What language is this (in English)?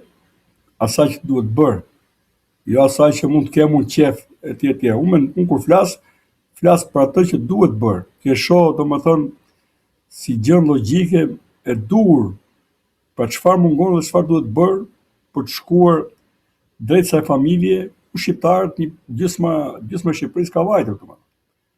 Albanian